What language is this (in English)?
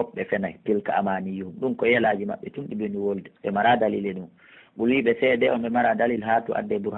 Pular